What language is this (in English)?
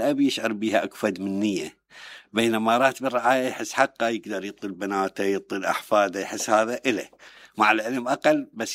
Mesopotamian Arabic